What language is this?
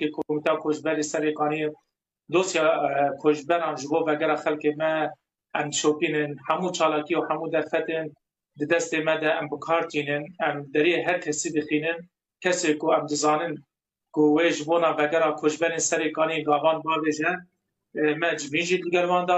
Kurdish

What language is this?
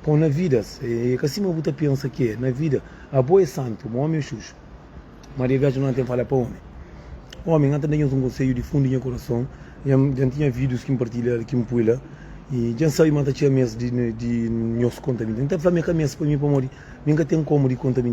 Kabuverdianu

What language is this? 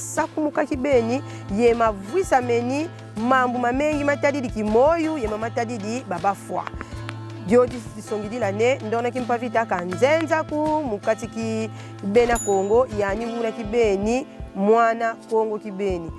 Kongo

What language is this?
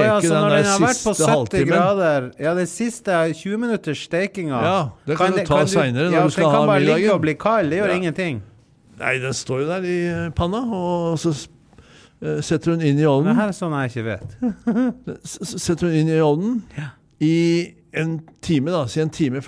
Norwegian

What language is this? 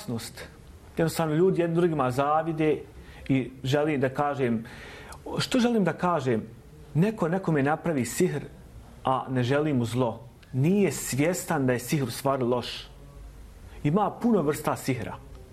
Bosnian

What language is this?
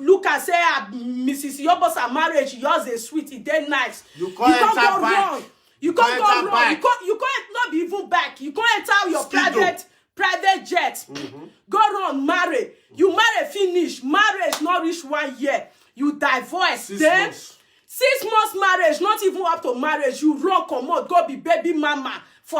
Nigerian Pidgin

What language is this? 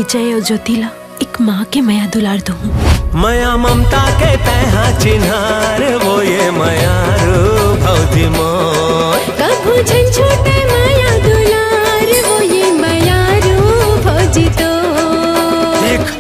Chhattisgarhi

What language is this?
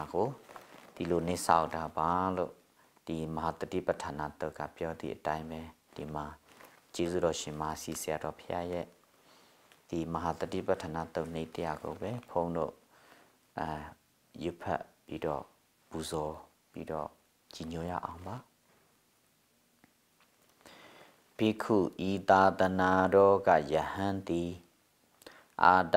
Burmese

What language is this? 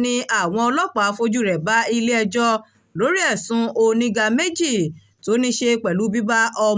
Yoruba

